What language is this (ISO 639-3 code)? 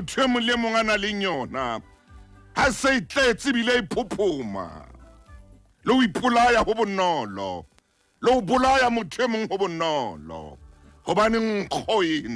sot